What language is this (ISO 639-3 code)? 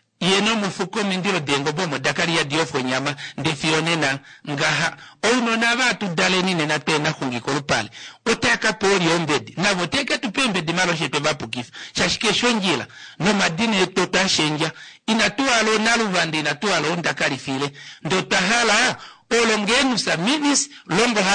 kua